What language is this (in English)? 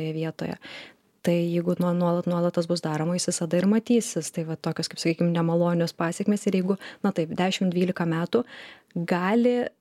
Lithuanian